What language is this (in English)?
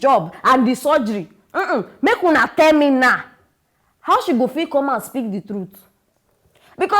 Nigerian Pidgin